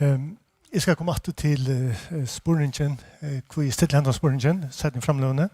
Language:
Faroese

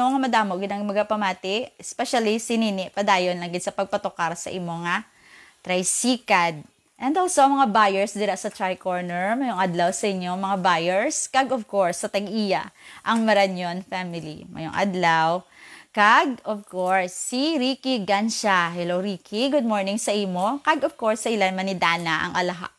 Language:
Hiligaynon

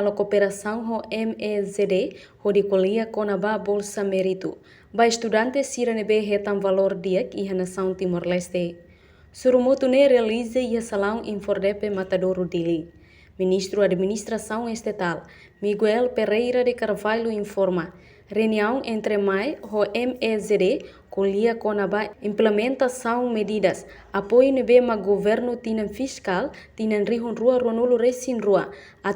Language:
Tetum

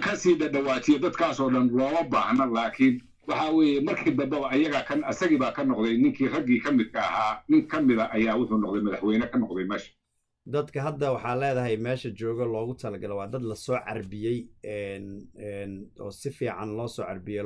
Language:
Somali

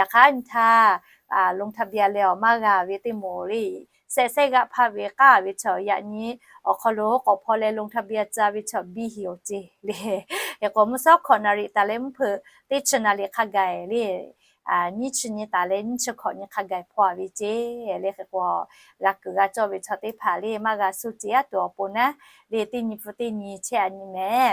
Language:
Lahu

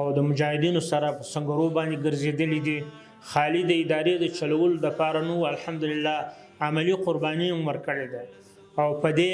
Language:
Pashto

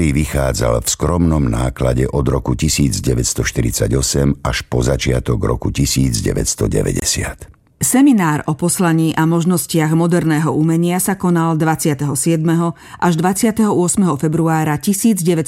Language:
Slovak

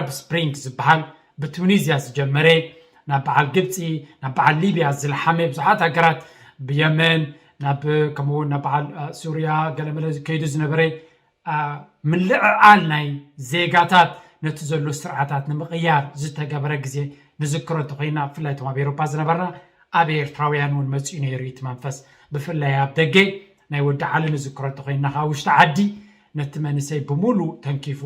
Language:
Tigrinya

